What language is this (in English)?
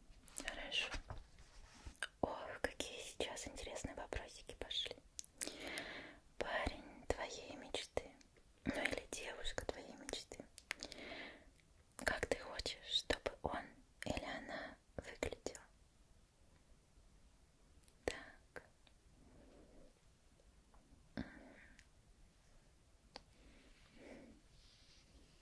Russian